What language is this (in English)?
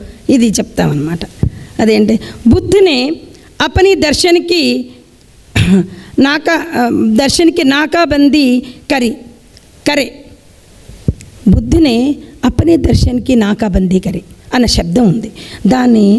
Telugu